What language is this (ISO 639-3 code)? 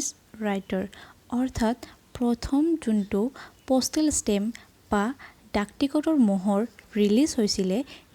asm